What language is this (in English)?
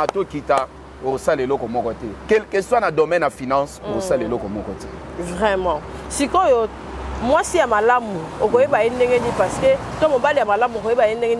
Lingala